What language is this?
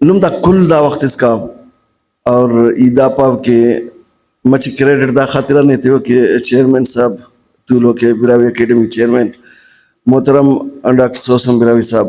Brahui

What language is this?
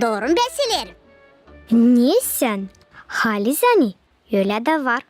Gagauz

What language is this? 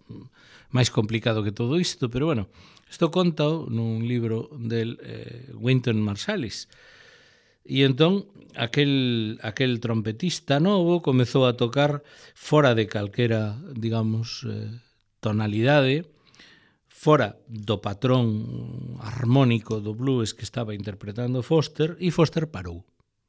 Galician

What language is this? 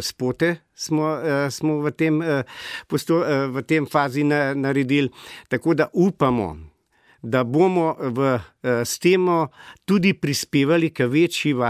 Slovenian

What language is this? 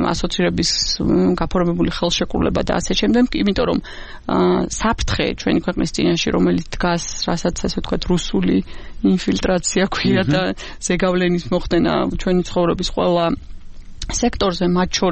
Georgian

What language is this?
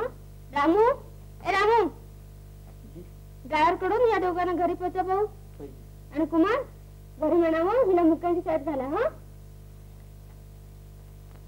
Marathi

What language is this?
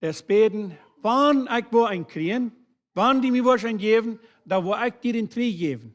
Plautdietsch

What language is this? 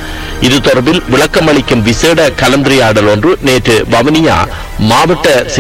Tamil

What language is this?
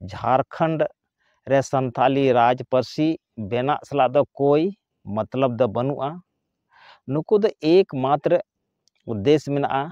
Santali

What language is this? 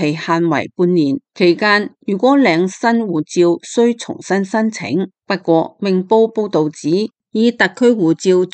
Cantonese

